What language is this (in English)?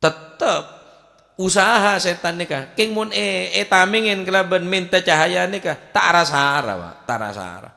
Madurese